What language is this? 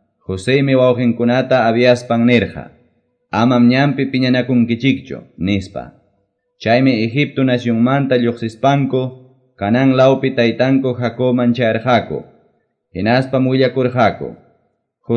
Quechua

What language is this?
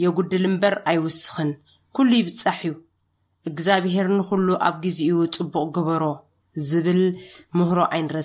Tigrinya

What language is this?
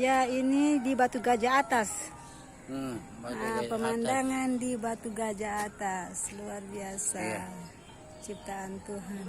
Ambonese Malay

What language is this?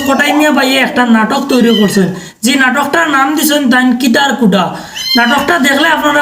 Sylheti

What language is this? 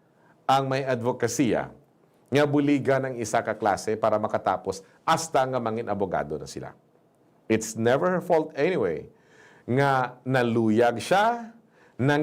Hiligaynon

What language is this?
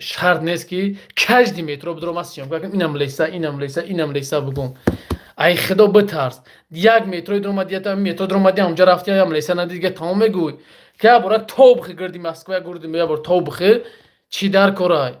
Tajik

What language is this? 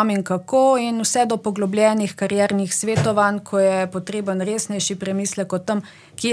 Slovenian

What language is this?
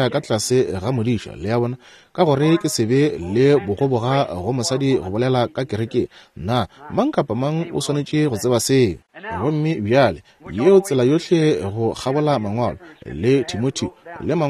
Northern Sotho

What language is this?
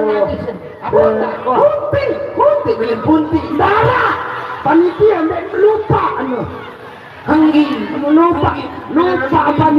Sasak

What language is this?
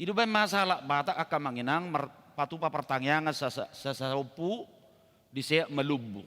Batak Toba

